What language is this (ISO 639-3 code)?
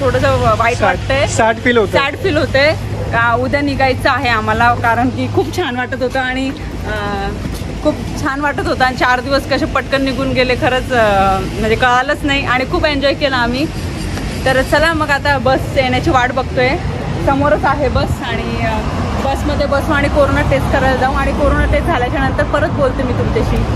mar